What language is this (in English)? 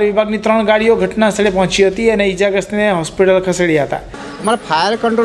Gujarati